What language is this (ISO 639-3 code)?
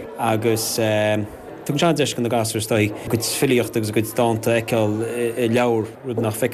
gle